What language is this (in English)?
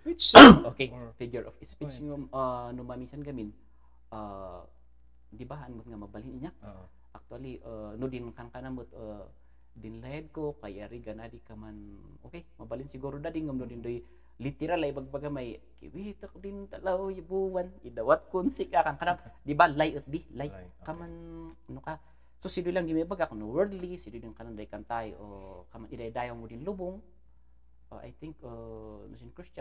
Kankanaey